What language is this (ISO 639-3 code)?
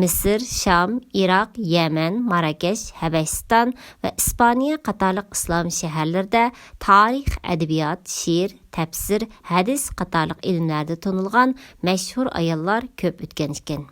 uig